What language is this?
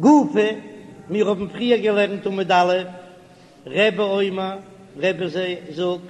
Yiddish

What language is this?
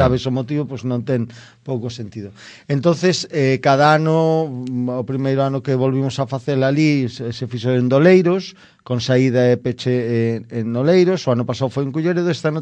Galician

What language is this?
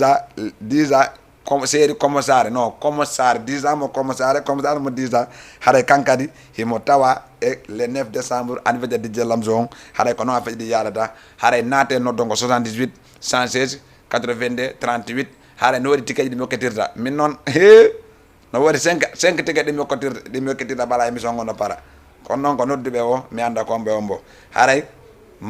Fula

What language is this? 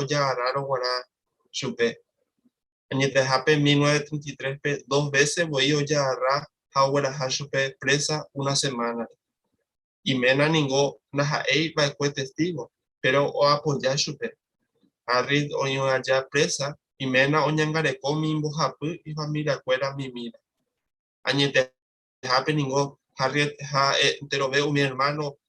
Guarani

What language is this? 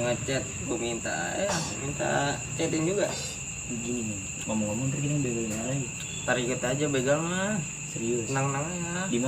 Betawi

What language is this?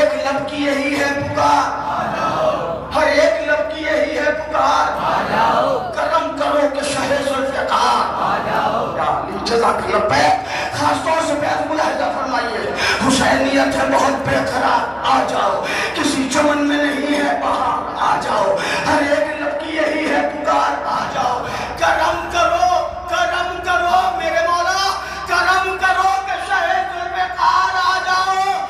Urdu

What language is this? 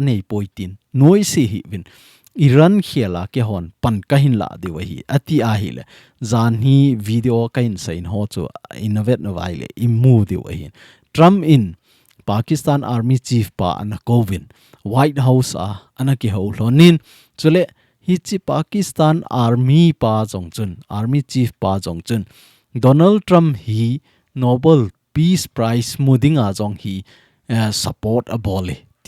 Thado Chin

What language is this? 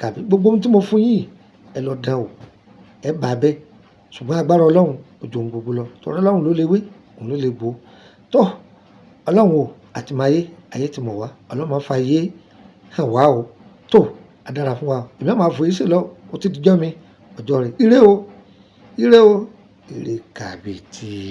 Yoruba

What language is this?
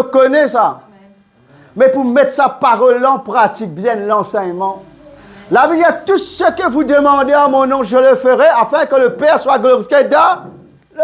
Morisyen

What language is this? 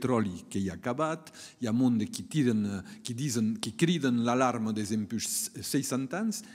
Occitan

